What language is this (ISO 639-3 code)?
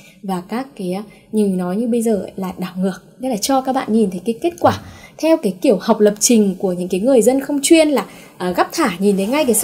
vie